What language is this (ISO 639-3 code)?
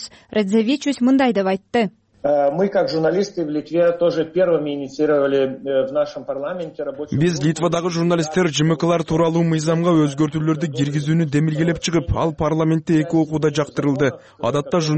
kir